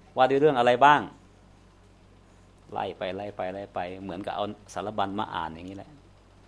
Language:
Thai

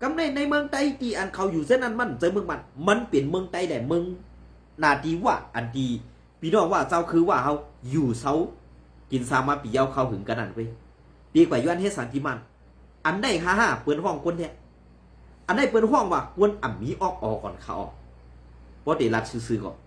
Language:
Shan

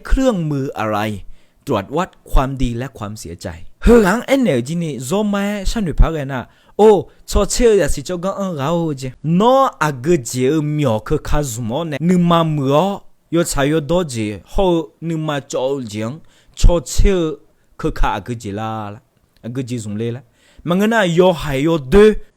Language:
Akha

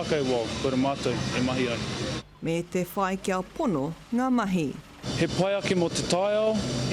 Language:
Māori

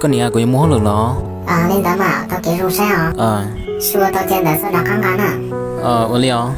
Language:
Hmong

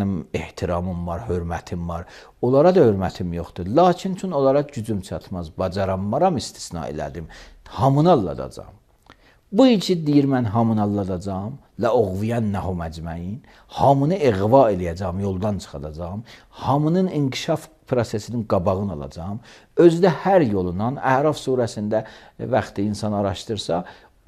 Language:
Azerbaijani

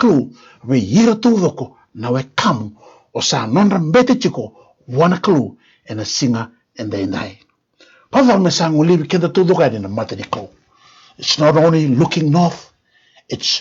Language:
Fijian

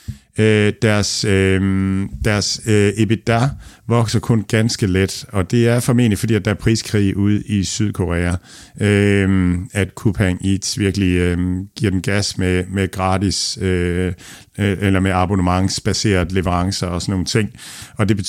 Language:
Danish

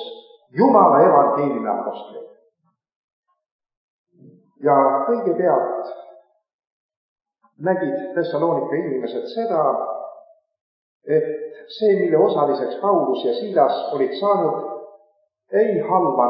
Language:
Estonian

